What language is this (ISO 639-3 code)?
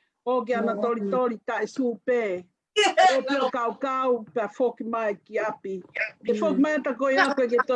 ton